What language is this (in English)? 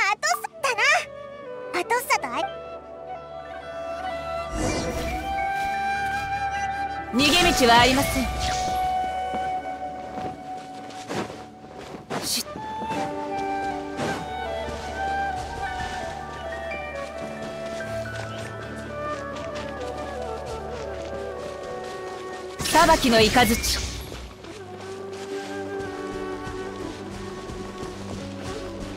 Japanese